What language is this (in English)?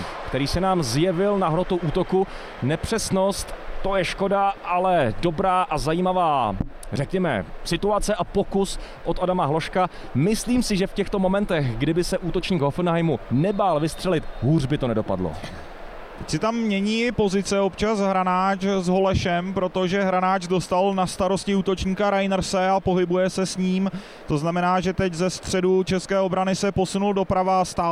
Czech